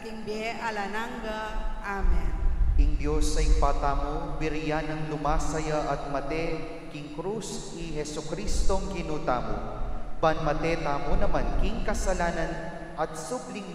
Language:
Pampanga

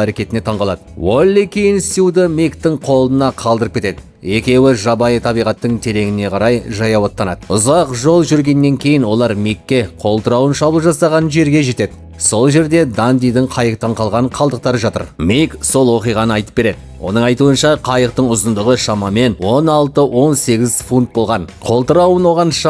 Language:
Kazakh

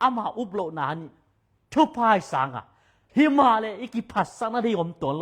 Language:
Tedim Chin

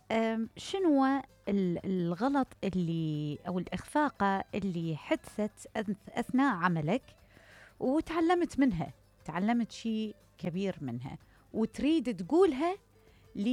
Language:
Mesopotamian Arabic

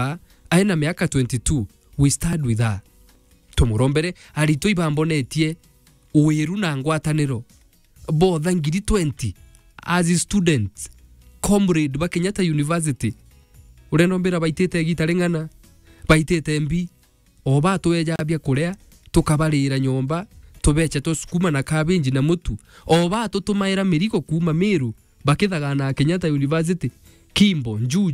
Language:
Meru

